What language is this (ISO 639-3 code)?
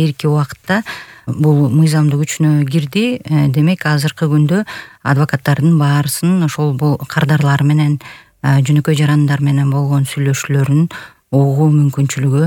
kir